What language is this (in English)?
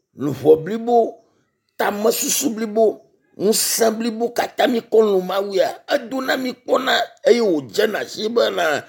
Ewe